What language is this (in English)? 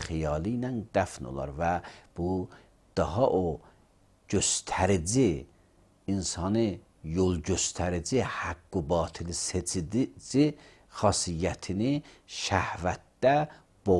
Azerbaijani